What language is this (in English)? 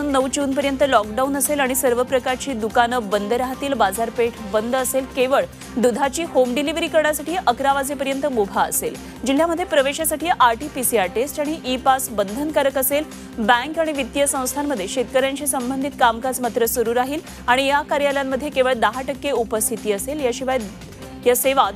Marathi